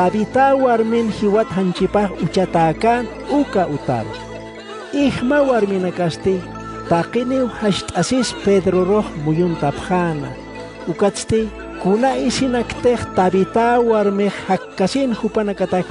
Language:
Aymara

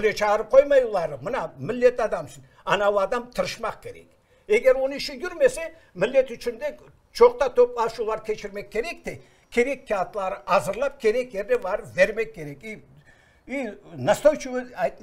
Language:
Crimean Tatar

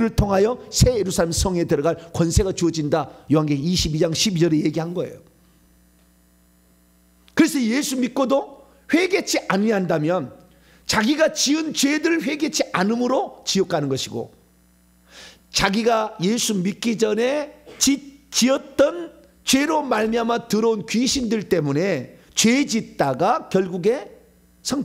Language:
Korean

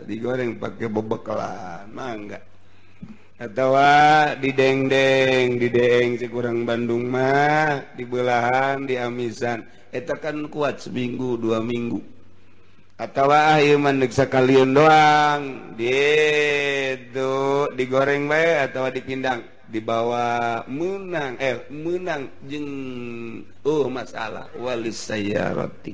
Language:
Sundanese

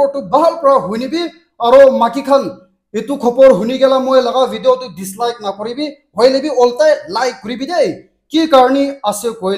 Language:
Naga Pidgin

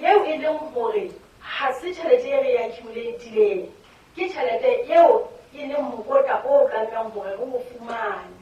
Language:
Southern Sotho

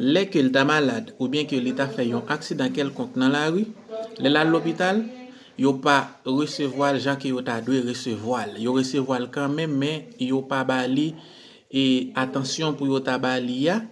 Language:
Haitian Creole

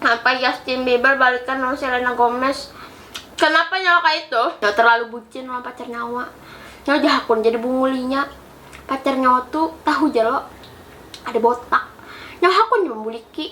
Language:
Banjar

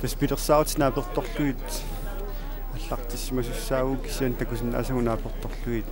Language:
Kalaallisut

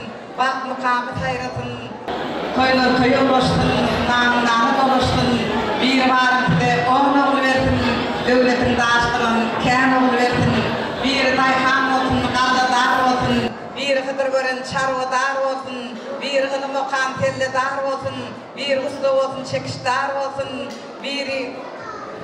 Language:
Turkmen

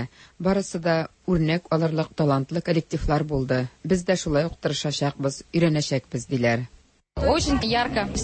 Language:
Tatar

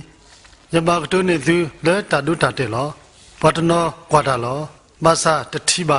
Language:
S'gaw Karen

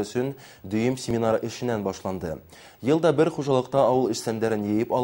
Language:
Bashkir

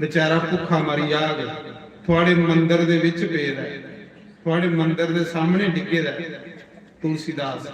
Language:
Dogri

